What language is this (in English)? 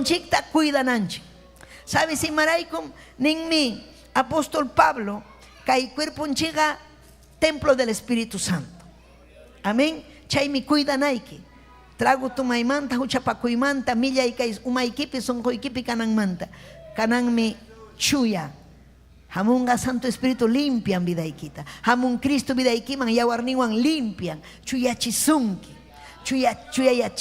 Ayacucho Quechua